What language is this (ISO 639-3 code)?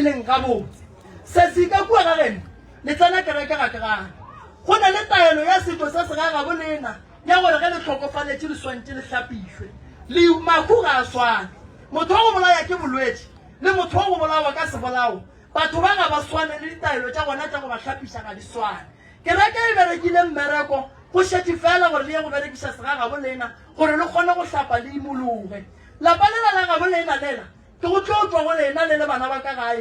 nso